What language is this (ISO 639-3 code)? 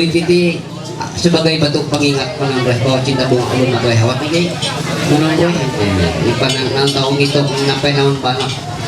mhy